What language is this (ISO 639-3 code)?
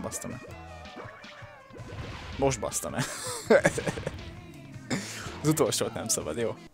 hun